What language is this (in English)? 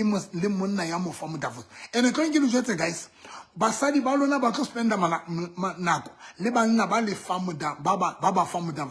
Southern Sotho